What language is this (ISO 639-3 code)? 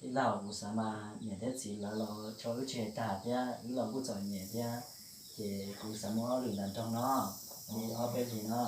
hmn